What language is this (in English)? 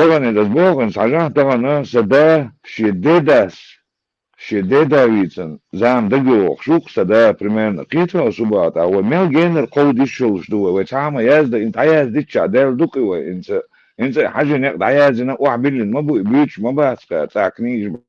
Chechen